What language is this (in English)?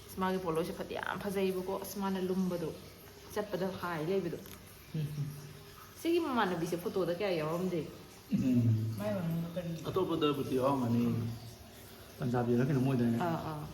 Manipuri